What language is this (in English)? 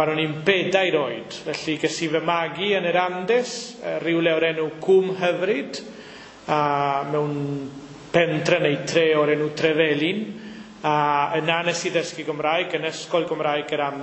Welsh